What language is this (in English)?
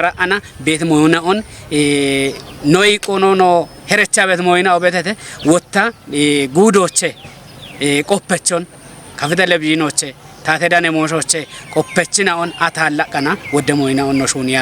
Kafa